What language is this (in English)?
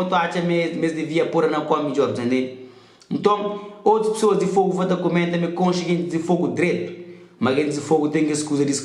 Kabuverdianu